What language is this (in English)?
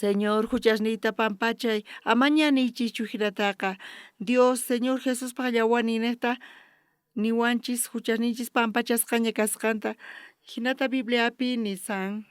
South Bolivian Quechua